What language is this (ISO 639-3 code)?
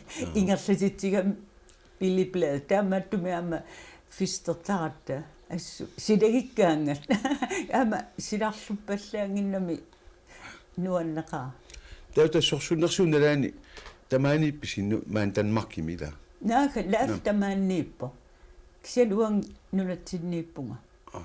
kal